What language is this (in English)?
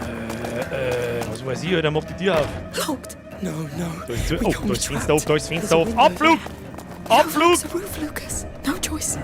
Bavarian